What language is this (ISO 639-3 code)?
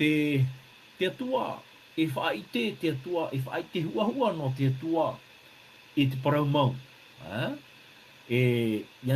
tah